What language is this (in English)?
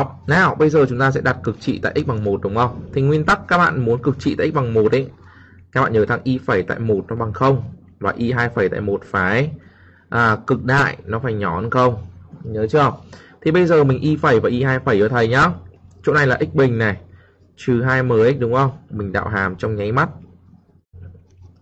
Vietnamese